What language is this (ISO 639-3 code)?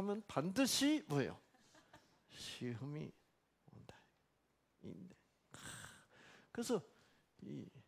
kor